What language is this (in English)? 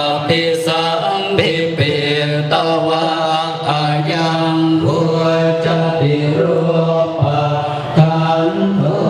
Pali